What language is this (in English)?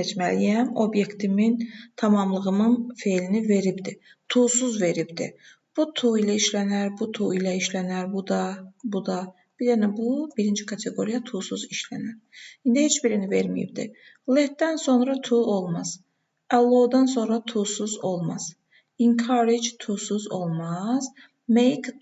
Azerbaijani